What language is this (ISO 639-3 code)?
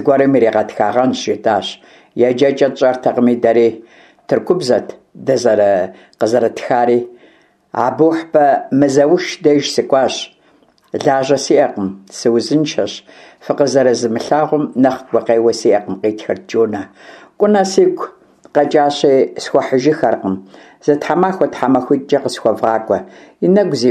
kbd